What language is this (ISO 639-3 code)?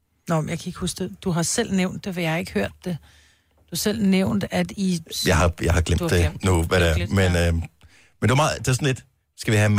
dan